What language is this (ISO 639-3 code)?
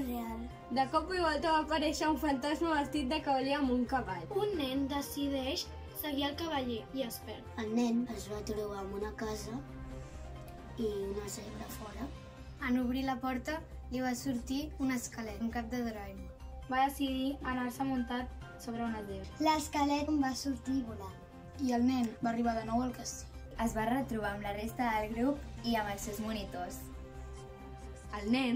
cat